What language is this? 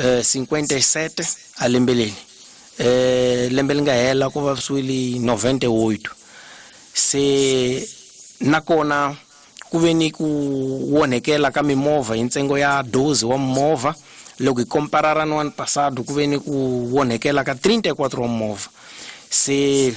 Tsonga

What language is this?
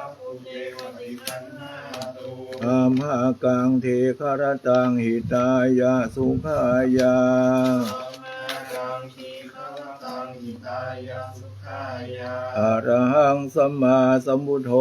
Pali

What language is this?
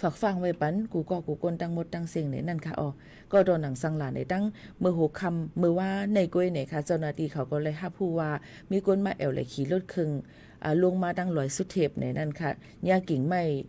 Shan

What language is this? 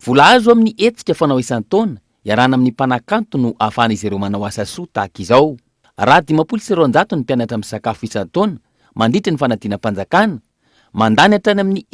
Malagasy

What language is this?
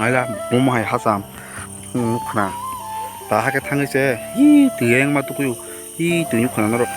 Kok Borok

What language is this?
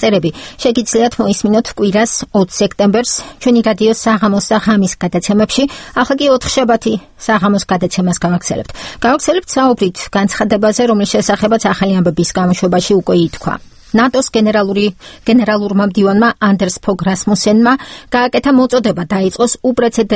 Georgian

